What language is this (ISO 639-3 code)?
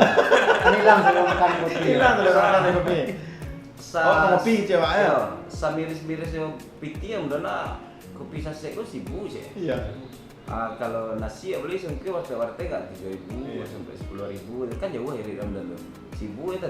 min